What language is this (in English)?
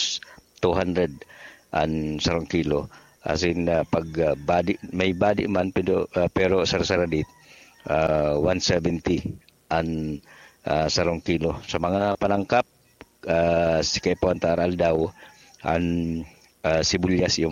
Bikol